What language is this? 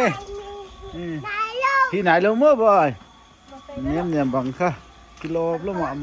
Paite Chin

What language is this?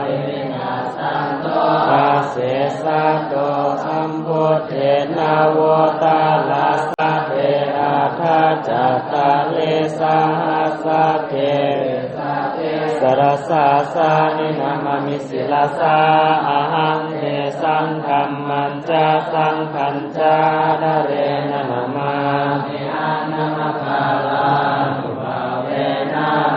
Pali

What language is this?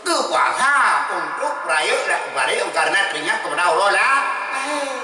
Achinese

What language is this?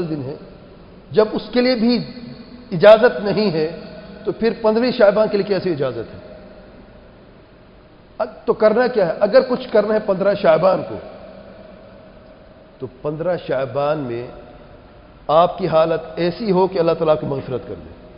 Urdu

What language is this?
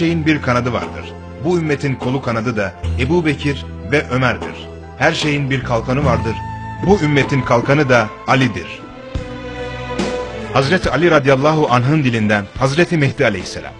Turkish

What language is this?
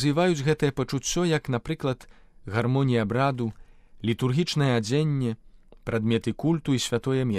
Belarusian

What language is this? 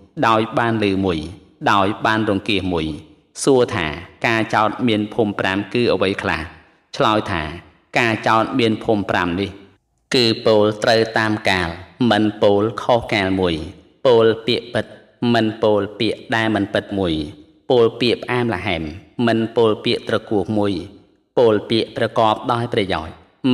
Khmer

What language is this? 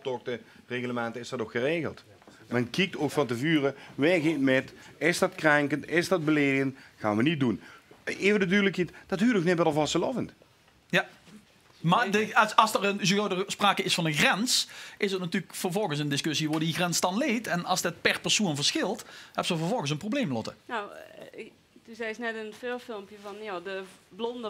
Limburgish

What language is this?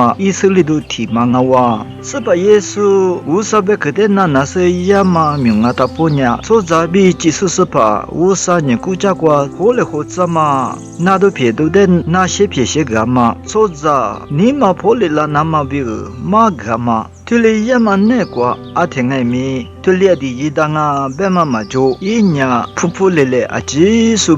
Lisu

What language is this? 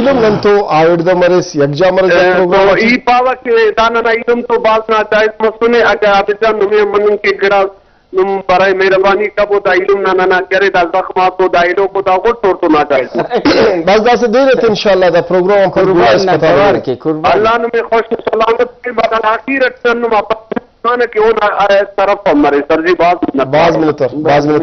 Brahui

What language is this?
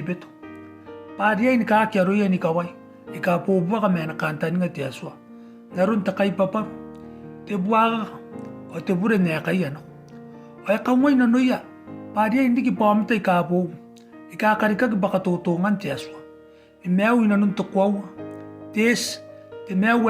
Gilbertese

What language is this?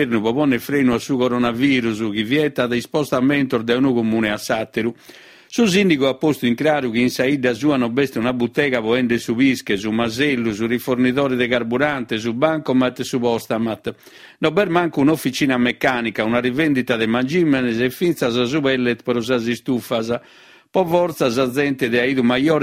Sardinian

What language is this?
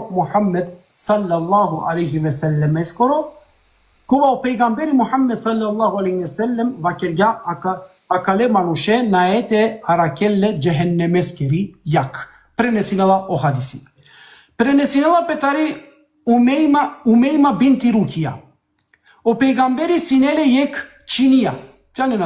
Balkan Romani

